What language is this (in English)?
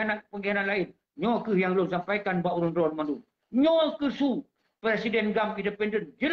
Achinese